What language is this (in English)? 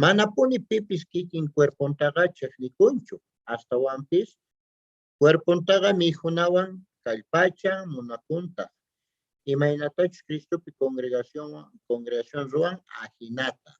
South Bolivian Quechua